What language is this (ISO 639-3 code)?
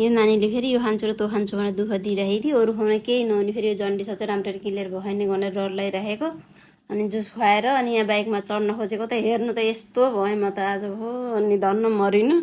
nep